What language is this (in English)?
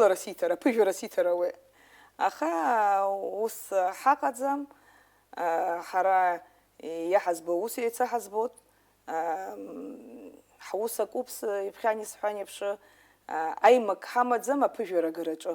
Abkhazian